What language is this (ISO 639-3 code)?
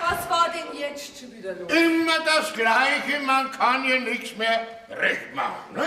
bar